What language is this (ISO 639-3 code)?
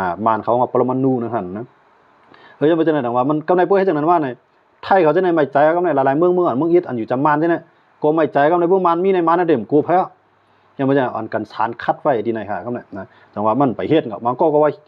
shn